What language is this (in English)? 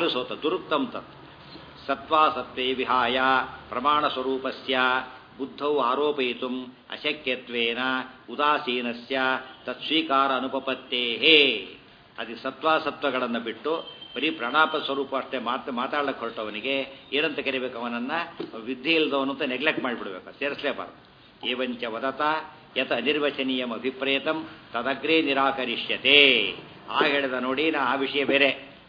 Kannada